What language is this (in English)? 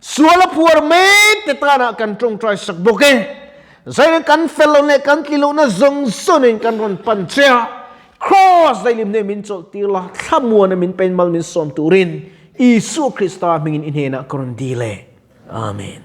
Mizo